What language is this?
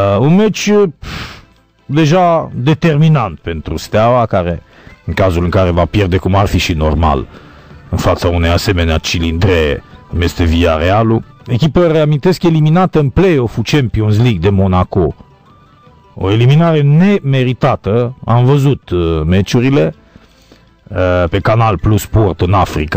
Romanian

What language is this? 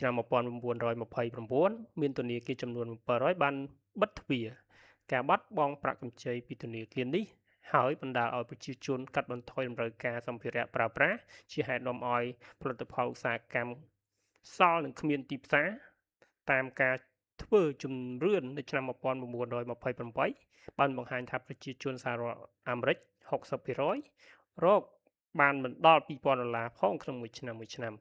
Khmer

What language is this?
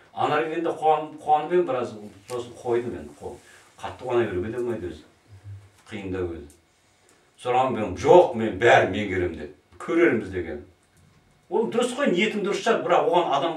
Kazakh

